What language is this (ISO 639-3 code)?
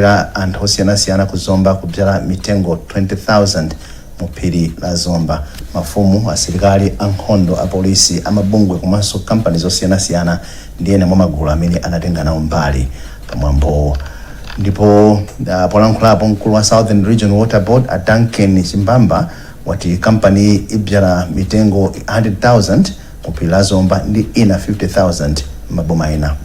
nya